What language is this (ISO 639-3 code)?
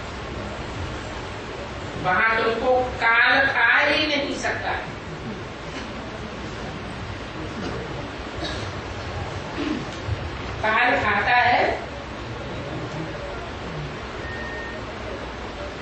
hin